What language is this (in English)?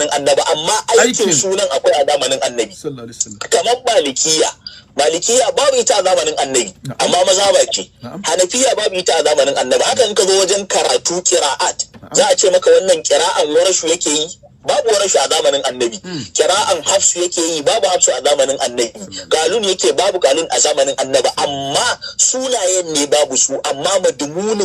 Hausa